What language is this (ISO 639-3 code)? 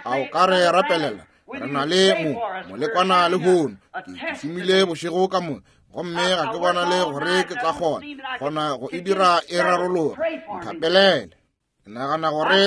nso